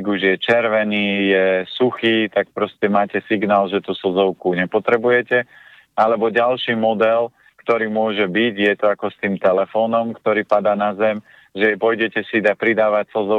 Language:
Slovak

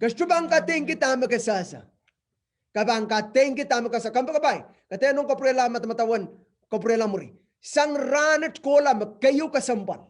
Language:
Pohnpeian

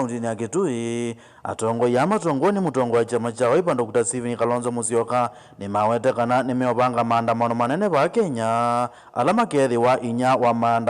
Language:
Kamba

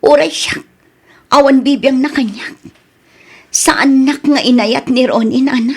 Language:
Iloko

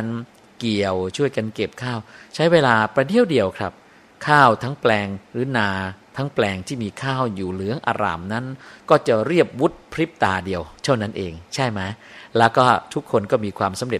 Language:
Thai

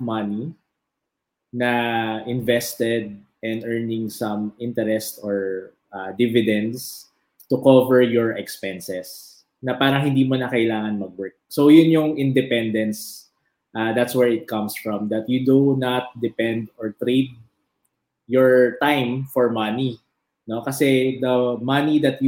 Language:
Filipino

